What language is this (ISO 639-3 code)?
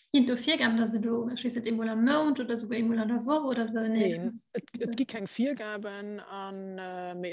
ltz